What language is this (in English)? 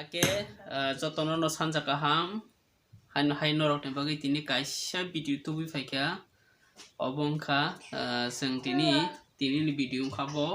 Kok Borok